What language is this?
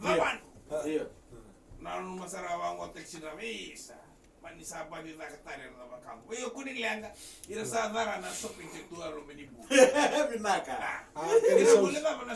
Fijian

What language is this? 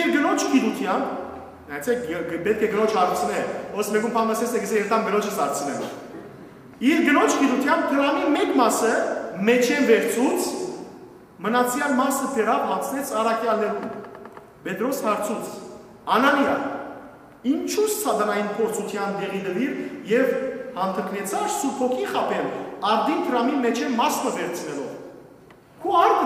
Western Armenian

